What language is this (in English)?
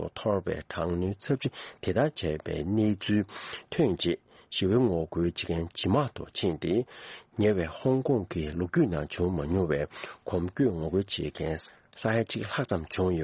Tibetan